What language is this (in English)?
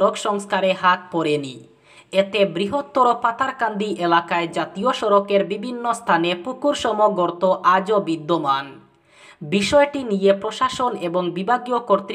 Bangla